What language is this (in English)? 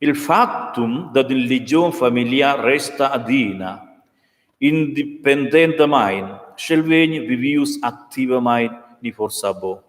Romansh